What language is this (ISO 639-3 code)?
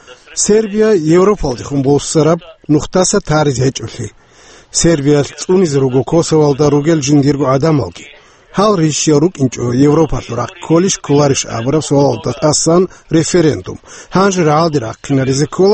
ava